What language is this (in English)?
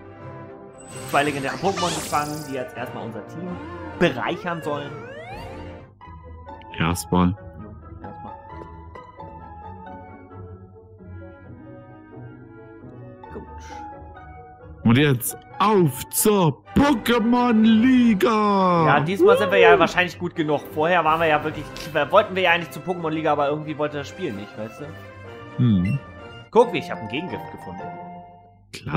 German